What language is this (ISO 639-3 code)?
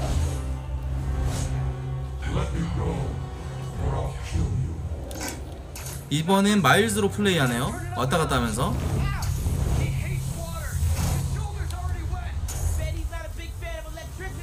kor